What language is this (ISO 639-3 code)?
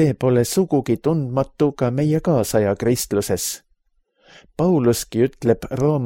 est